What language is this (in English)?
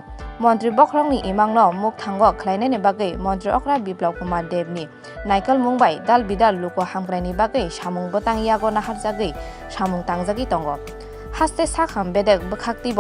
Kok Borok